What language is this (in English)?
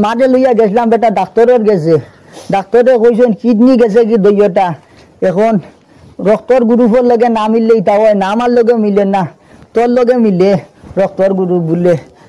Sylheti